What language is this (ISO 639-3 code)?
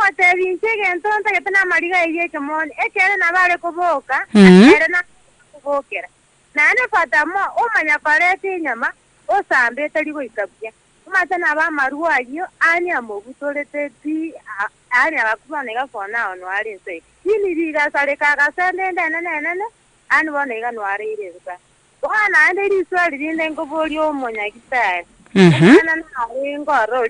guz